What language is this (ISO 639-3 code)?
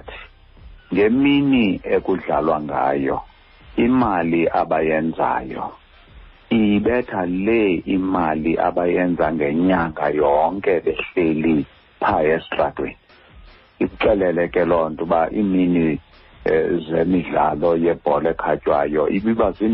xho